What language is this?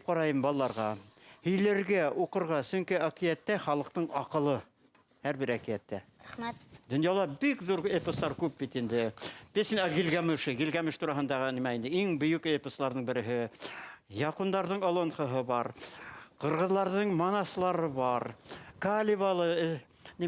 Bashkir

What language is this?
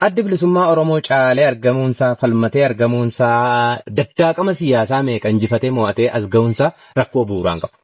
Oromo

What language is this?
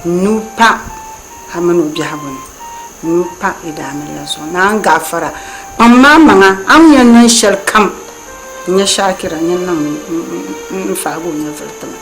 Dagbani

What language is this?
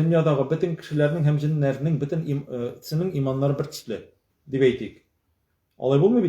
Tatar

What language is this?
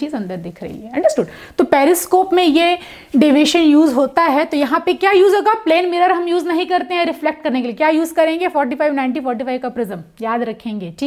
Hindi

